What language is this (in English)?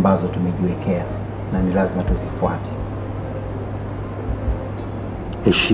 Swahili